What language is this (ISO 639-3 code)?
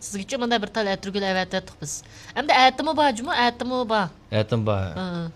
uig